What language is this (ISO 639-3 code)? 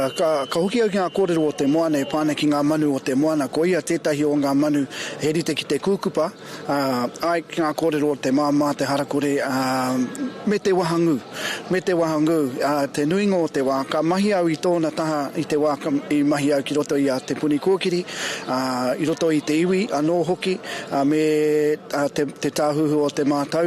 mri